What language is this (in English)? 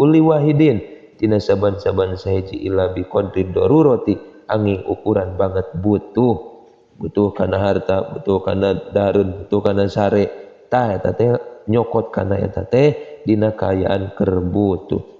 Sundanese